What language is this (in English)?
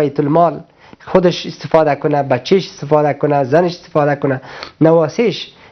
Persian